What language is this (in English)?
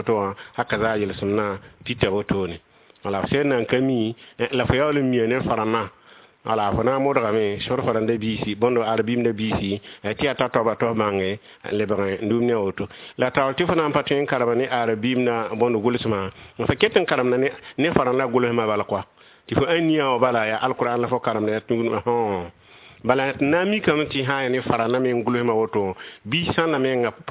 Mossi